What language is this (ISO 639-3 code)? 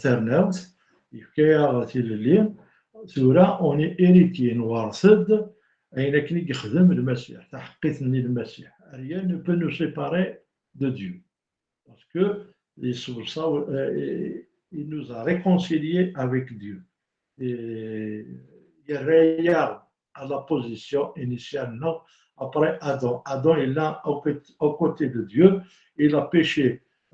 kab